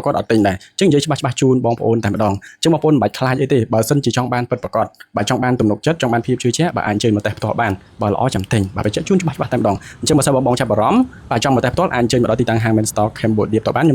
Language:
Khmer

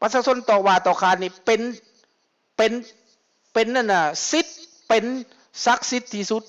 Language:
Lao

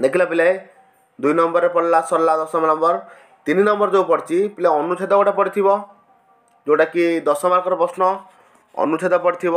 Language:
Odia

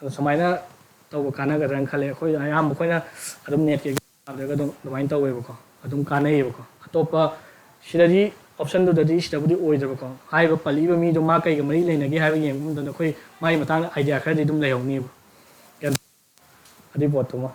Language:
Manipuri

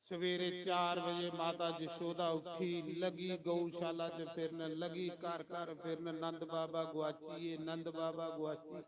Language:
Dogri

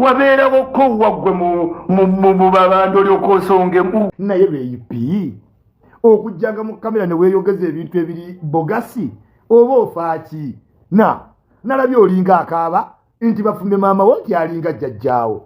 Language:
Ganda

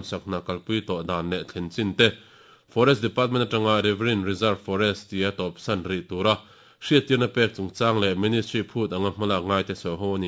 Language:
Mizo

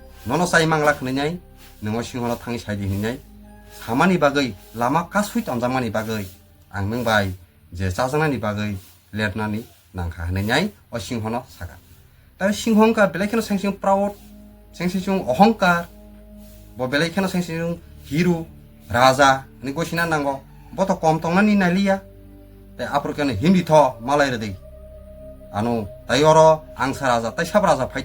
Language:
Kok Borok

